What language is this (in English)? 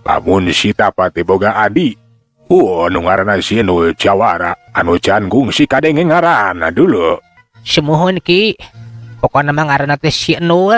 Sundanese